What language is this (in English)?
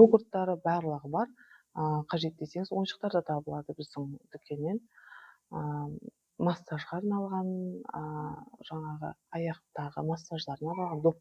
Kazakh